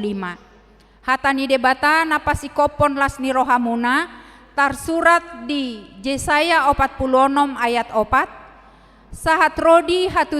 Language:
Batak Toba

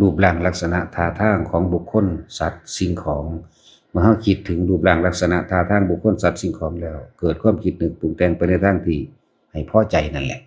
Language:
Northeastern Thai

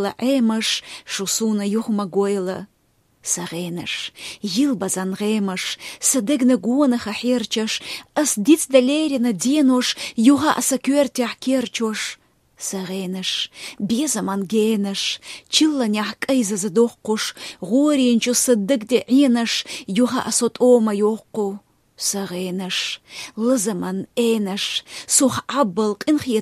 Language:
Chechen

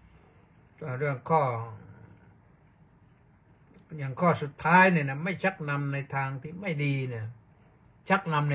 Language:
Thai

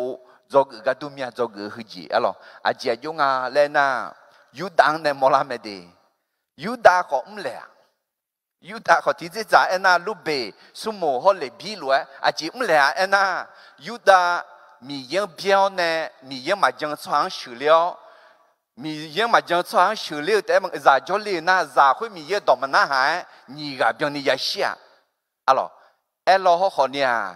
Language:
Akha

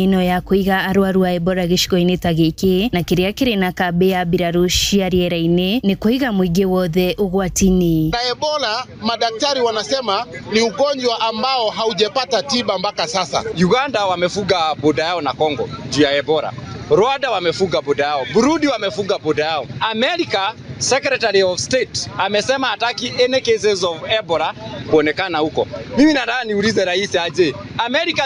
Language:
Kikuyu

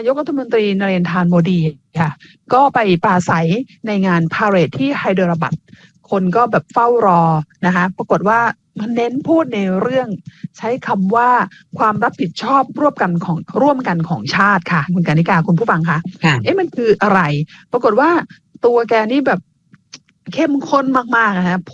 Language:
Thai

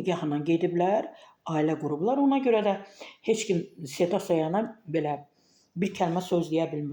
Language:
Azerbaijani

